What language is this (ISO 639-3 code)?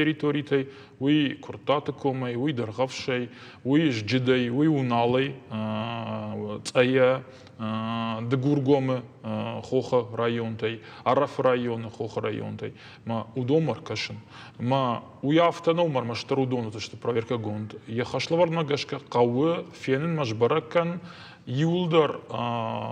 oss